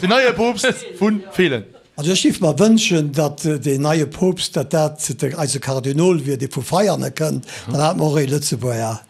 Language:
Luxembourgish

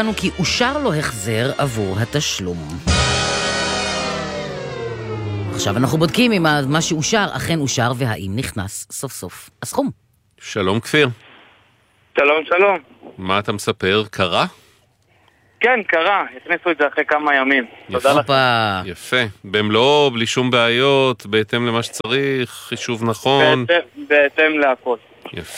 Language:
Hebrew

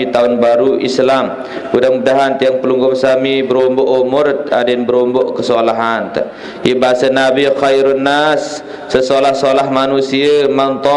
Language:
Sasak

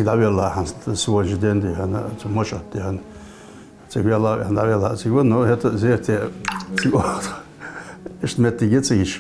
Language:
Ingush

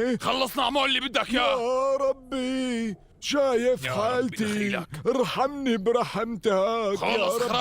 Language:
North Levantine Arabic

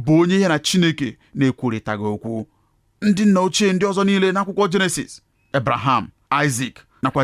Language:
Igbo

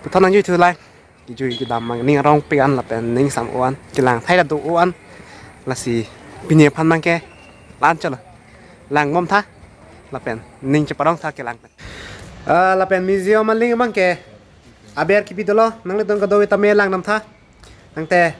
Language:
Karbi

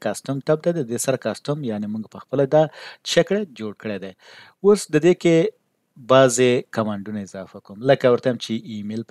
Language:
Pashto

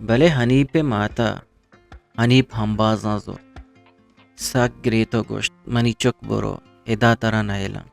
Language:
Eastern Balochi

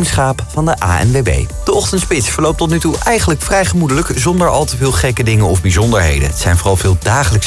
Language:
Dutch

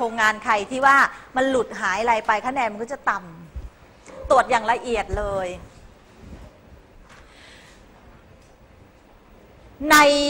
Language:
Thai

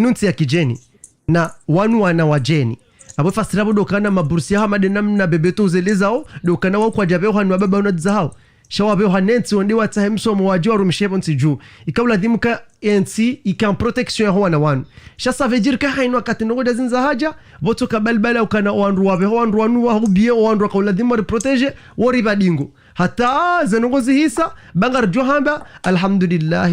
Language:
Ngazidja Comorian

